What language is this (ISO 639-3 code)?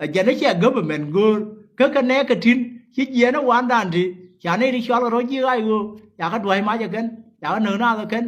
nus